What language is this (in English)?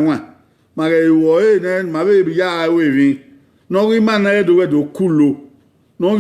Bini